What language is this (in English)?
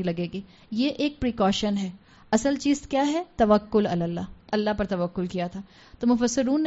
Urdu